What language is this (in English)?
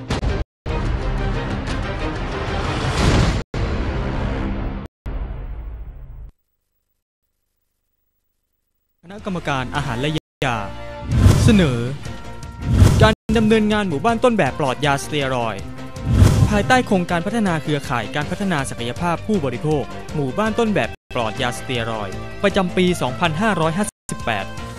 Thai